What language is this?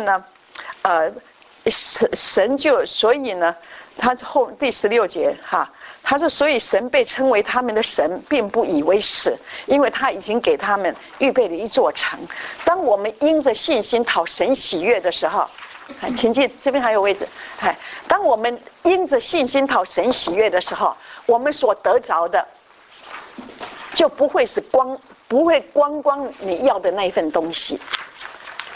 Chinese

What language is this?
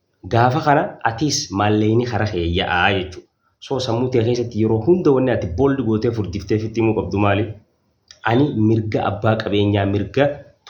Oromo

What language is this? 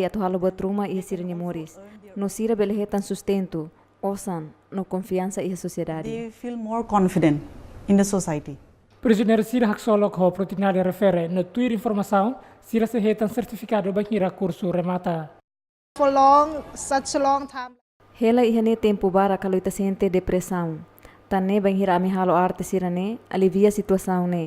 Tetum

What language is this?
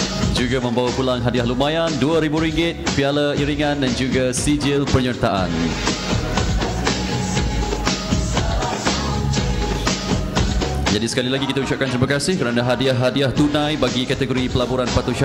Malay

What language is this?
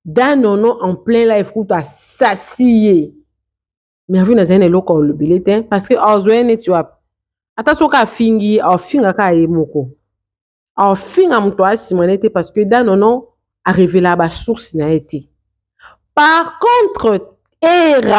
Lingala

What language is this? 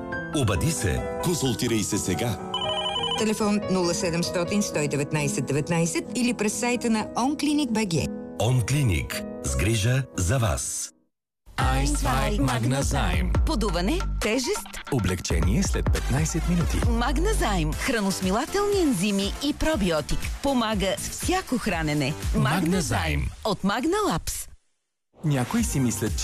Bulgarian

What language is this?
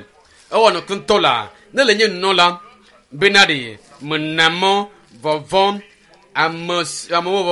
Ewe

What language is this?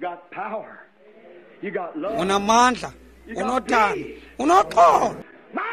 Xhosa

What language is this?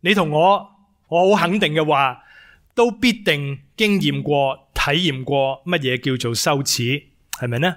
Cantonese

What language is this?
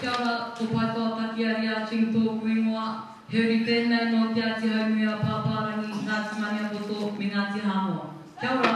Māori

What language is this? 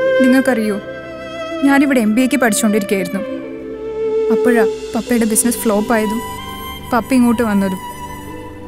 Malayalam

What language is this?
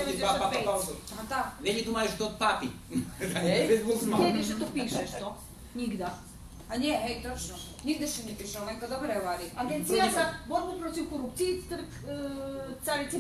Rusyn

